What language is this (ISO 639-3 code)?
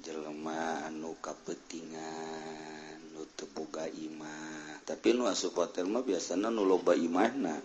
sun